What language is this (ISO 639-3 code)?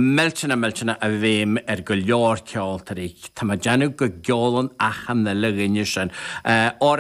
gle